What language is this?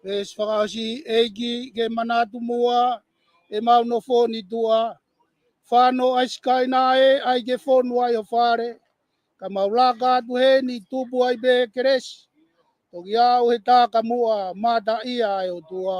Tongan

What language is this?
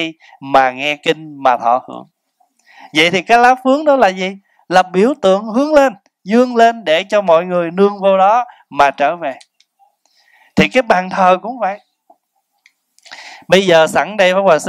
Vietnamese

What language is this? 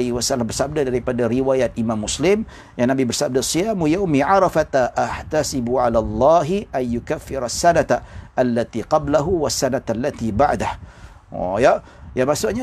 Malay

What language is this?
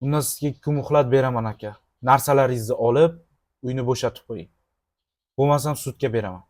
Uzbek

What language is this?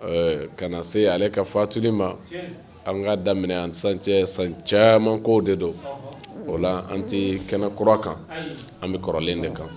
Bambara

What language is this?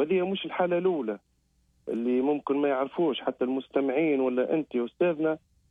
Algerian Arabic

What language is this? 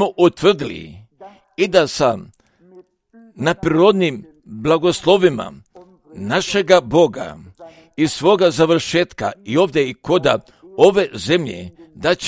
Croatian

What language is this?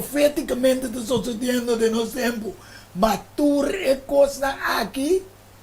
Papiamento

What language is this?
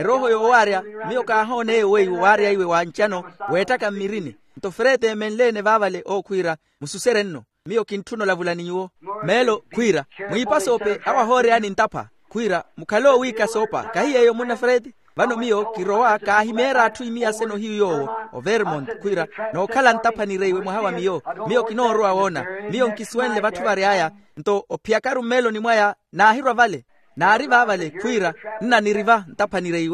Makhuwa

